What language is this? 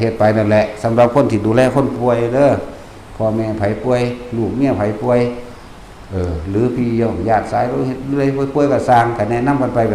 Northeastern Thai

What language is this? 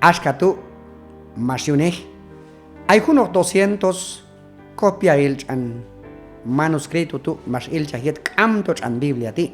Q'anjob'al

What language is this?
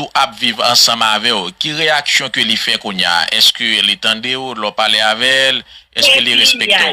Haitian Creole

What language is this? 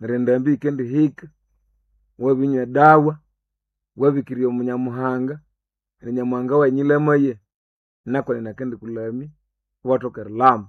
Nande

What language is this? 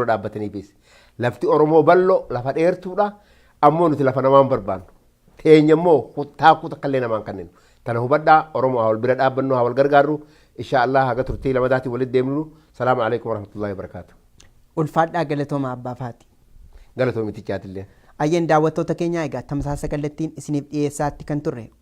Oromo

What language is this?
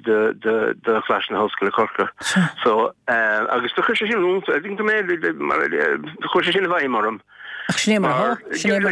Irish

